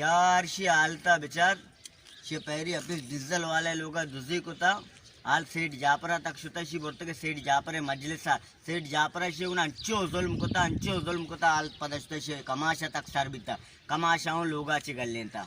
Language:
Baluchi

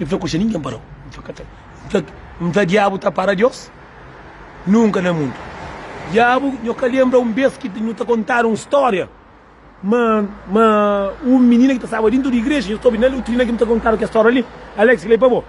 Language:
Kabuverdianu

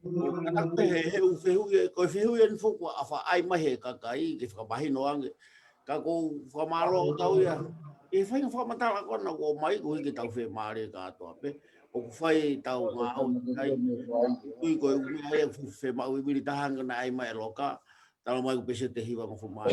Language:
Tongan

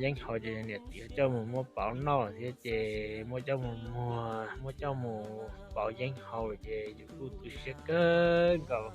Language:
Hmong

